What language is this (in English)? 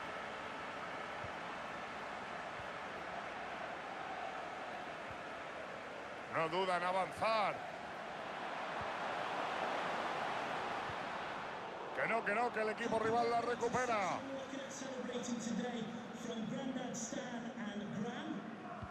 Spanish